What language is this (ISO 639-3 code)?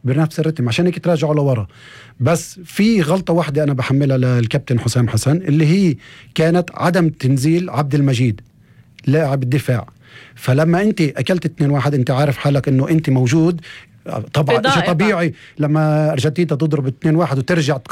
apc